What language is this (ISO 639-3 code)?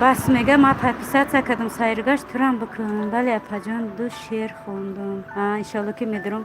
tgk